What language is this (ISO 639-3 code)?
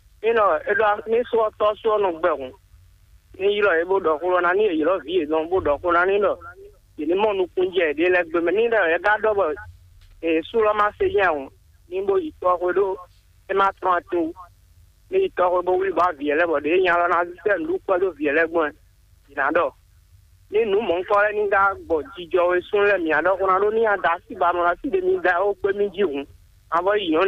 fon